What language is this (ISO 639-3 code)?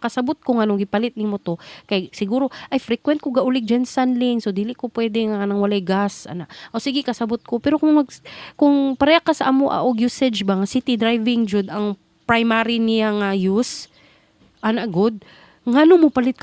ceb